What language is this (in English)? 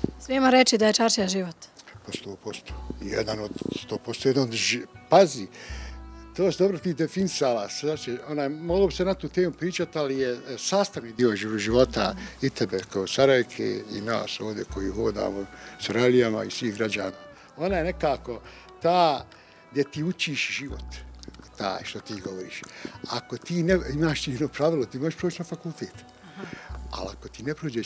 Bosnian